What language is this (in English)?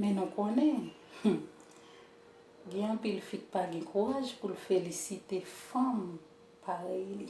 Haitian Creole